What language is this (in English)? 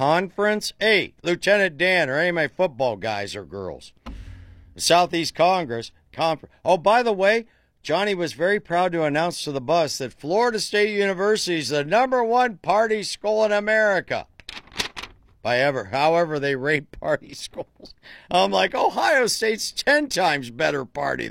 English